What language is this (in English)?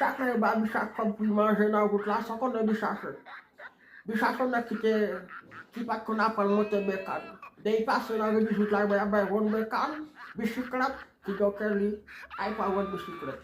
Haitian Creole